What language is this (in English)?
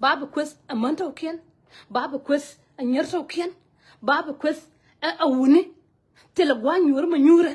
Nuer